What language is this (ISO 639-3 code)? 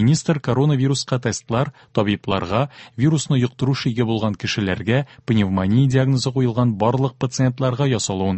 tat